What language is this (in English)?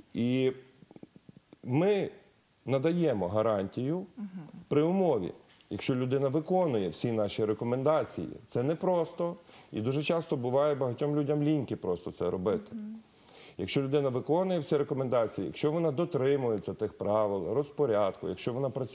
Ukrainian